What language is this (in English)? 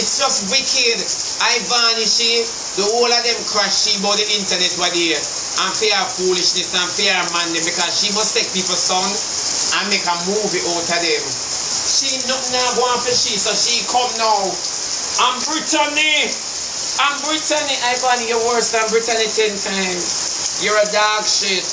Jamaican Creole English